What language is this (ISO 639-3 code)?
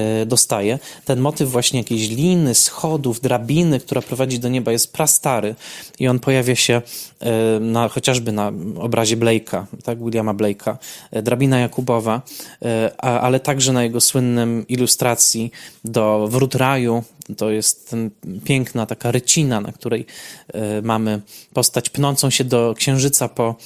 pol